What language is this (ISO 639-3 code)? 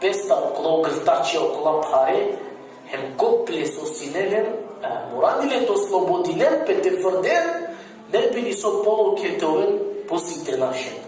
rmn